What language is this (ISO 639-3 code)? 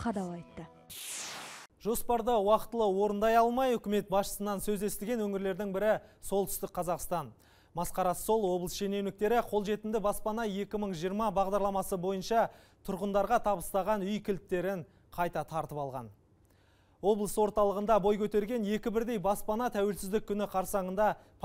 kaz